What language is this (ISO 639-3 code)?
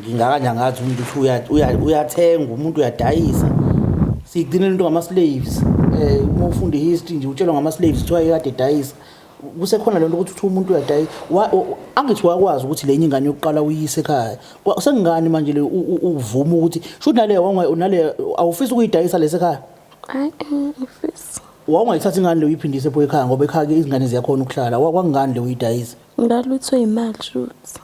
zul